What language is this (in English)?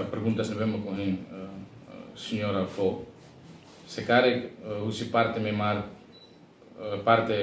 Tetum